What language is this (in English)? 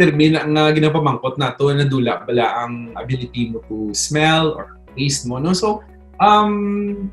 Hiligaynon